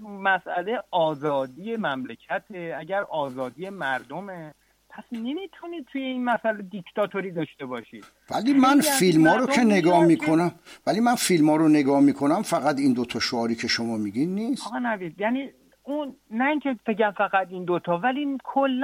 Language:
Persian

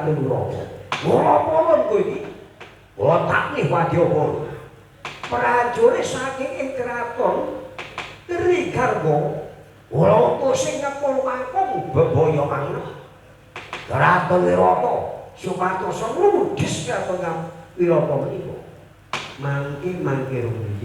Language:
Javanese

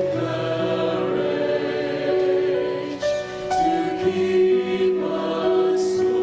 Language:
Ewe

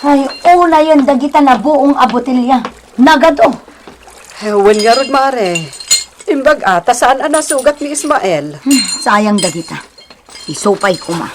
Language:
Iloko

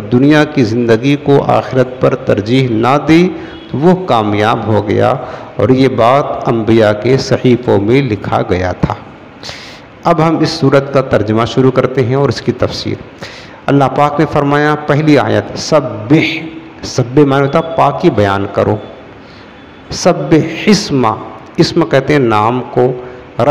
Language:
Urdu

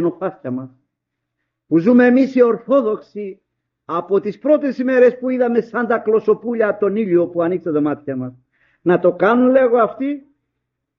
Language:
Greek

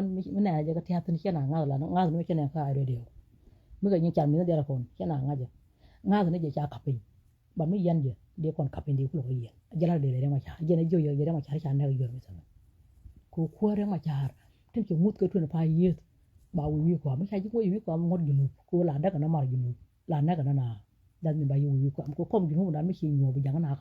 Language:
Nuer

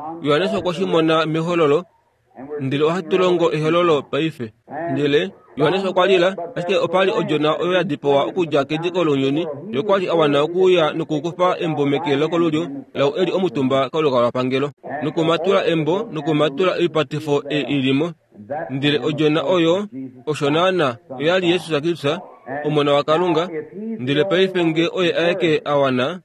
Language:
Kuanyama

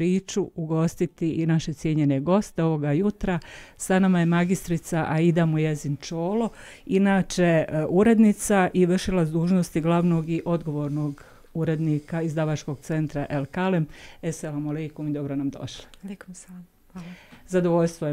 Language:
Bosnian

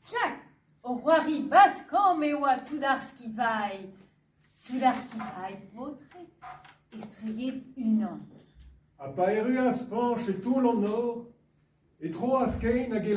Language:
Breton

